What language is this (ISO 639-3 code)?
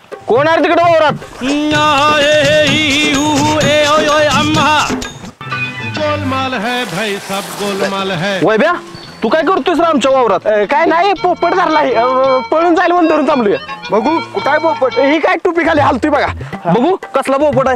mar